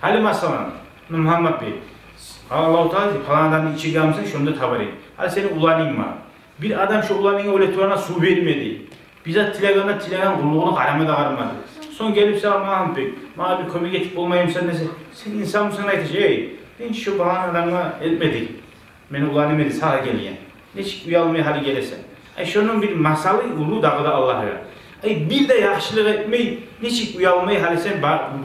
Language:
Kumyk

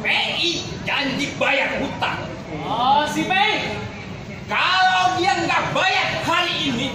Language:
Betawi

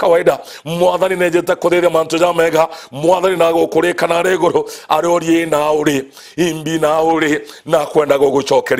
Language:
Meru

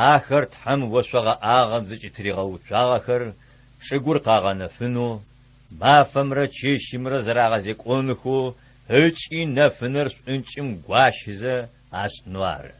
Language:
Adyghe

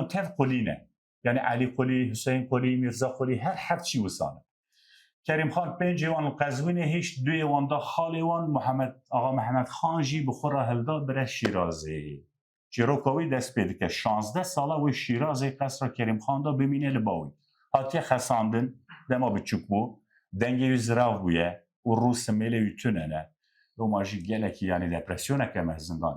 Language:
Kurdish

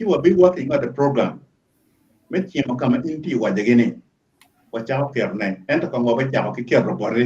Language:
Acoli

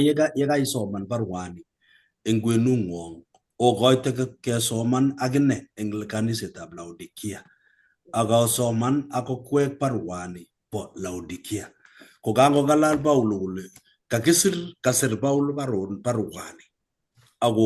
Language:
Kalenjin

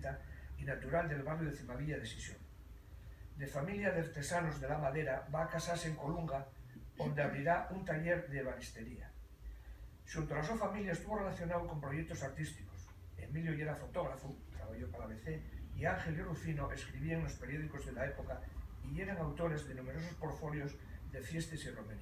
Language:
Asturian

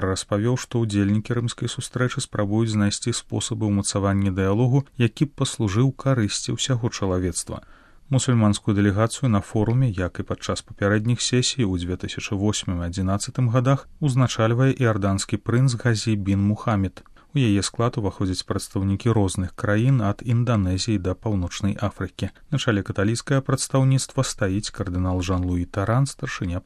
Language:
Belarusian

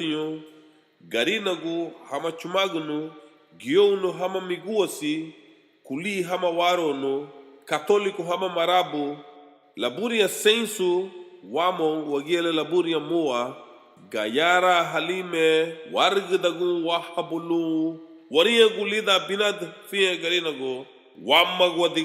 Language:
Garifuna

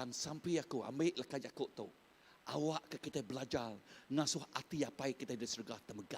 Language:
Iban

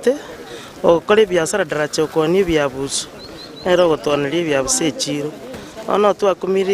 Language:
Gusii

